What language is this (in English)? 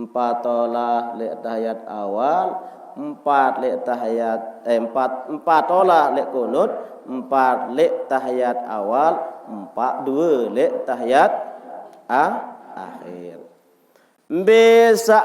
Sasak